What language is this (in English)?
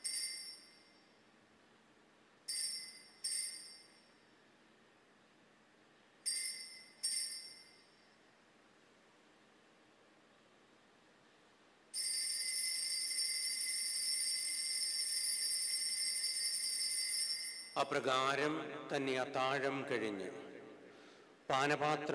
Malayalam